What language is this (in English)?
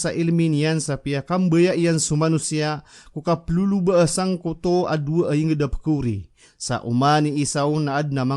Maranao